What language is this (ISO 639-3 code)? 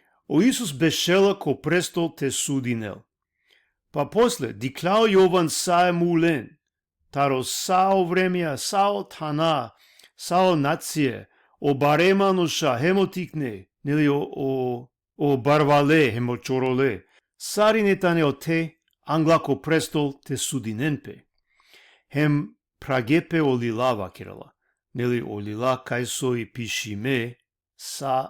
rmn